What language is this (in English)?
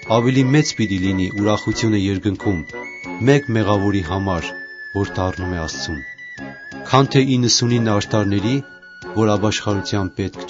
Armenian